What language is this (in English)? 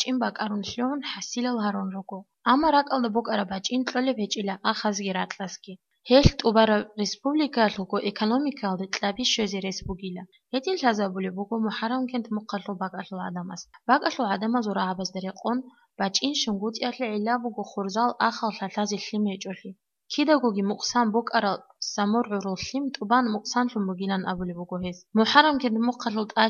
Avaric